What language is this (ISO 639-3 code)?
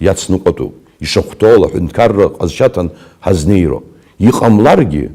abk